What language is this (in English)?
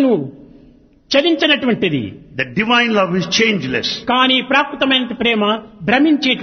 Telugu